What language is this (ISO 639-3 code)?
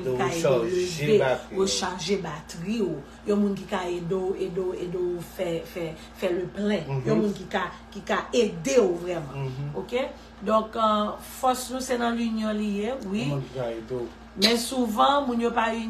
hat